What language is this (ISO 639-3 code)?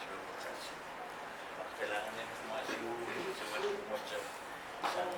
pon